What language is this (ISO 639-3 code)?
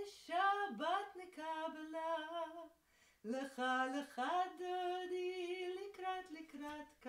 heb